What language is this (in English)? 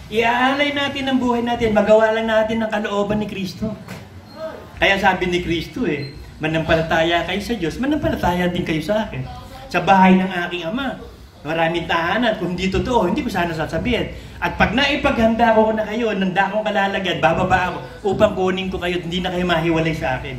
Filipino